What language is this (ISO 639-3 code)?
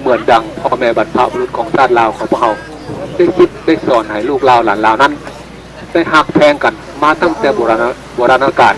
lao